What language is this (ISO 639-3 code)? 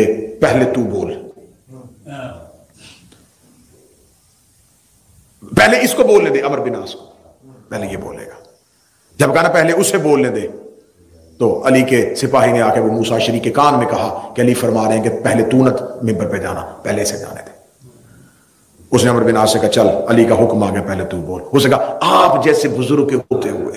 urd